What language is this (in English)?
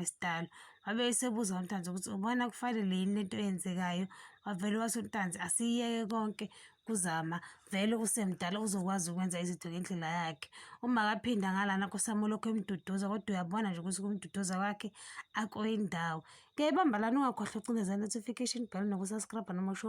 Zulu